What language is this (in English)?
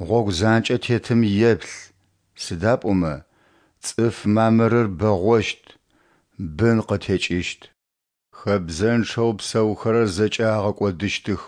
Adyghe